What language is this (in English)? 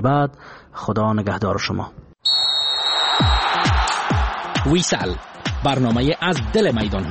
Persian